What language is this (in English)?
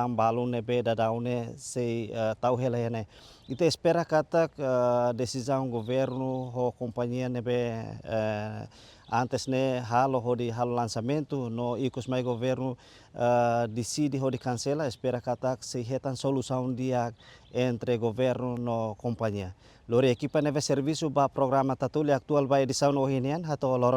Tetum